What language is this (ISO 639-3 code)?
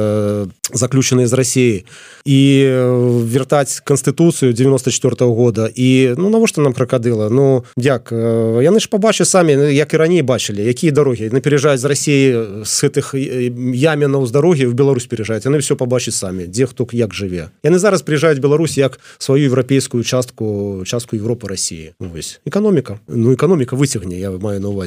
bel